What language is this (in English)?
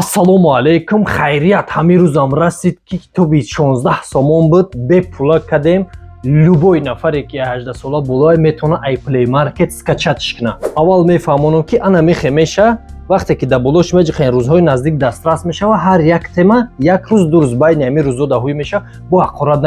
Tajik